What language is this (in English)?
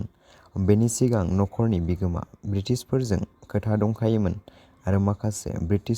Bodo